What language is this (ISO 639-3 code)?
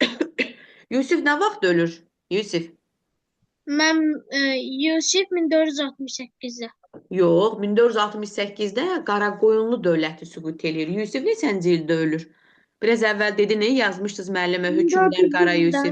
aze